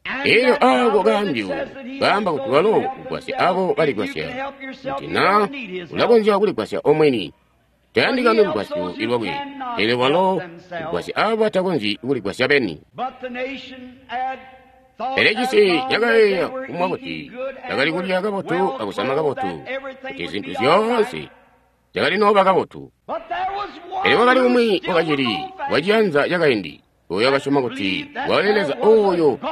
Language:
Tonga (Zambia)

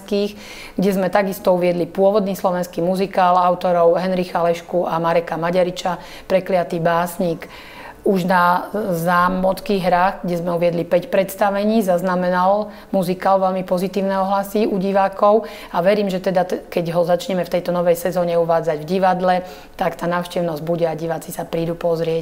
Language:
Slovak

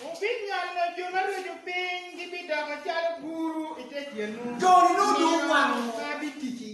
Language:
Acoli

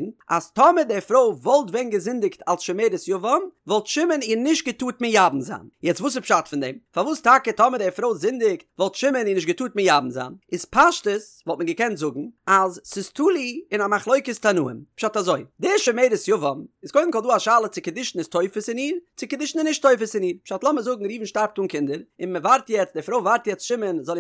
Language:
Yiddish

